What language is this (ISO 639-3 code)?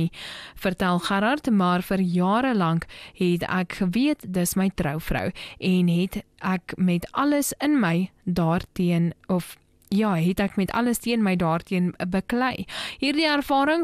afr